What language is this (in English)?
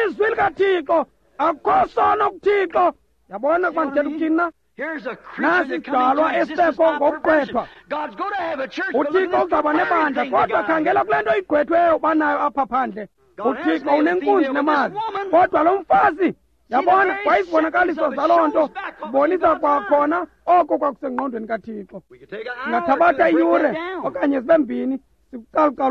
Xhosa